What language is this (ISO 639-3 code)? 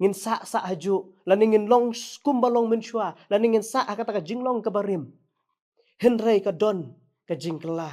kha